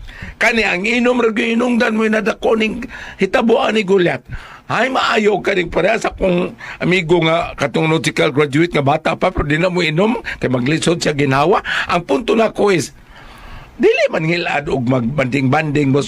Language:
Cebuano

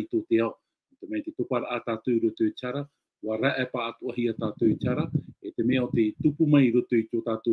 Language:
Tahitian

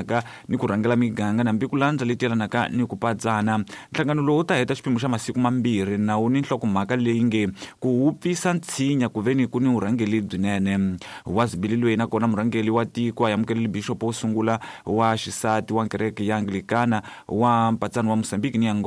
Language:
Tsonga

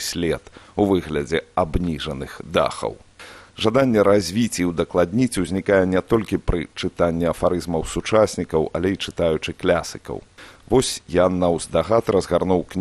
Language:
Belarusian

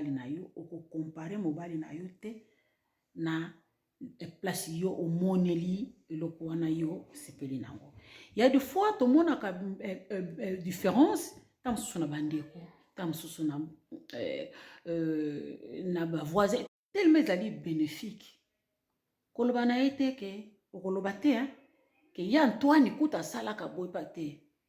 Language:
Lingala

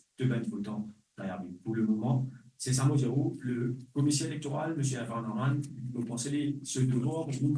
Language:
Morisyen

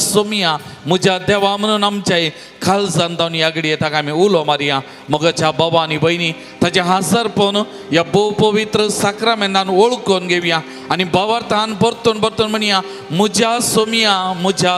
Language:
Konkani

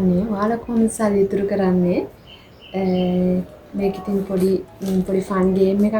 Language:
Sinhala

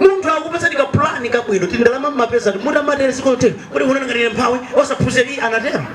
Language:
Nyanja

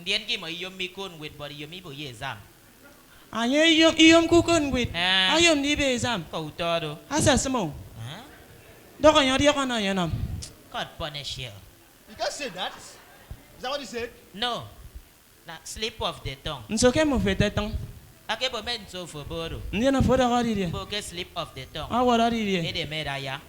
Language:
Efik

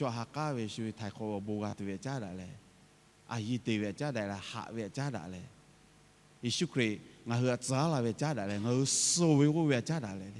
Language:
Lahu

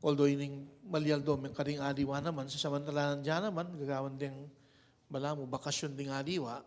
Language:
Pampanga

